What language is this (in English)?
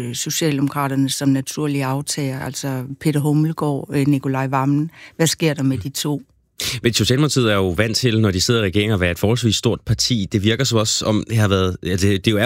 Danish